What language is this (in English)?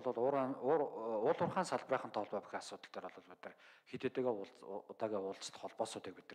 Mongolian